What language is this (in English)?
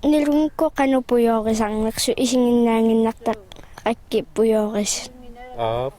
Kalaallisut